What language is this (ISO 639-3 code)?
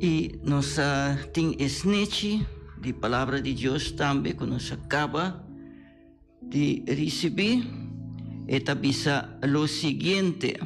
pap